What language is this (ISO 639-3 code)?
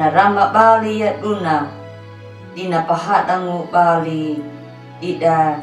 akg